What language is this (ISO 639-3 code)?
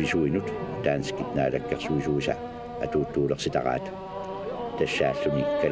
kal